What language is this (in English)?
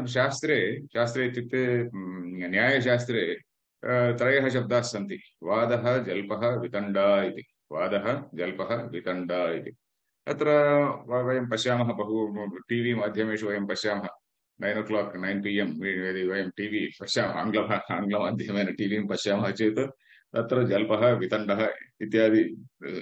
Sanskrit